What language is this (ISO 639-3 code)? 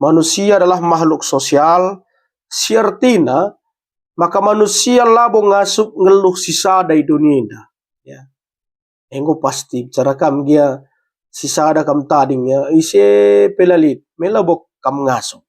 btx